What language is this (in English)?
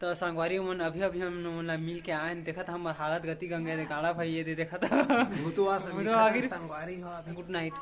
Chhattisgarhi